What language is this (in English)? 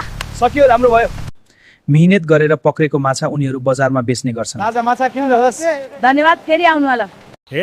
Nepali